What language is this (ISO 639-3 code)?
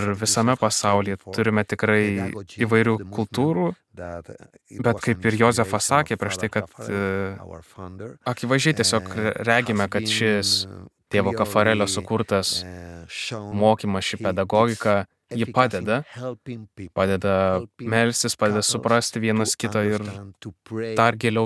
lit